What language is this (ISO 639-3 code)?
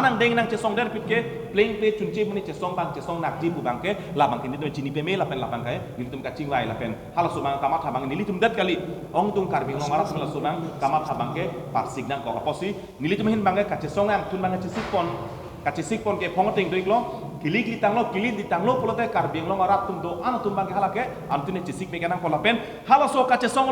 mjw